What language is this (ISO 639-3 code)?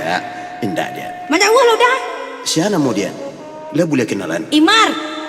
min